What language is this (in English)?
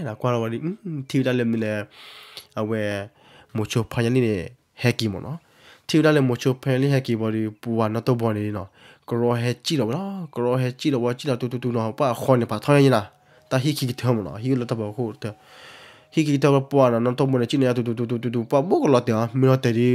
S'gaw Karen